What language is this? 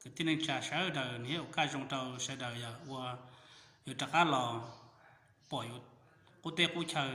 Hmong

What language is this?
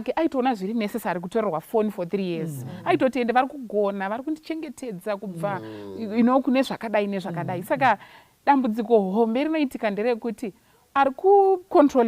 Shona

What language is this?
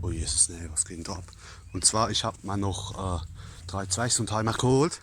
Palatine German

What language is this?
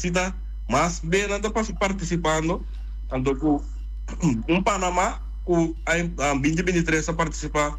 Papiamento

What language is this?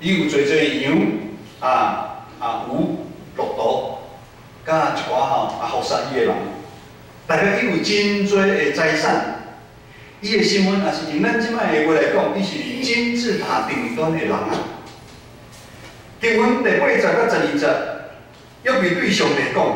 Min Nan Chinese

